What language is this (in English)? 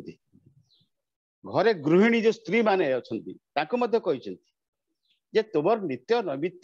Odia